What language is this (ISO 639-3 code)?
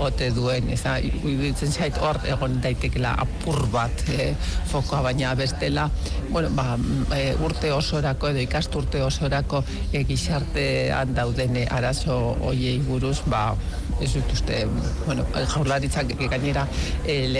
eus